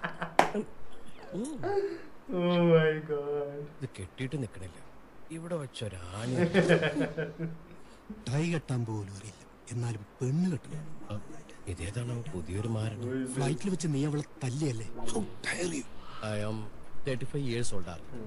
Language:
Malayalam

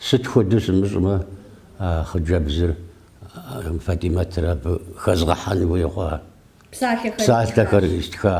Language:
Kabardian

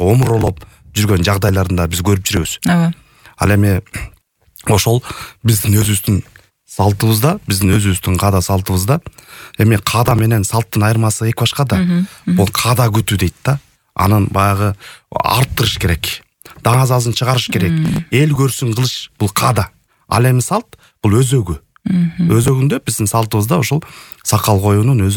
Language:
Kyrgyz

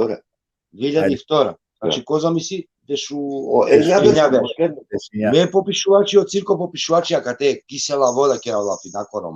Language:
Balkan Romani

